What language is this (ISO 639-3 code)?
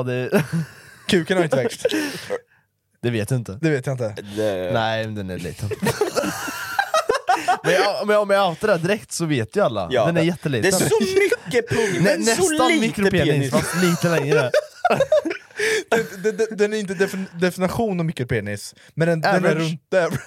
swe